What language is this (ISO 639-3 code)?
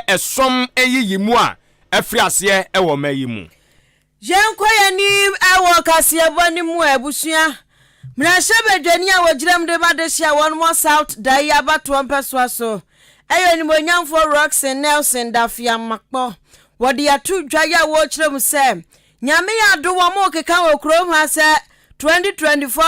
aka